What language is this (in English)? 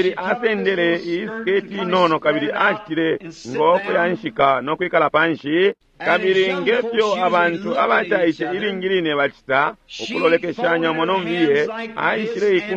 Bemba